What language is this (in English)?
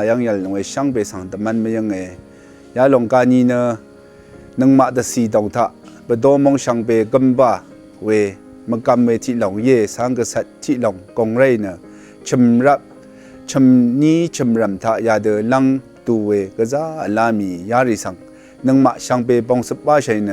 Rawang